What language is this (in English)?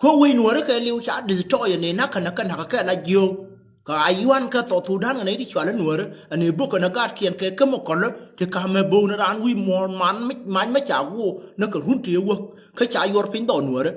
Nuer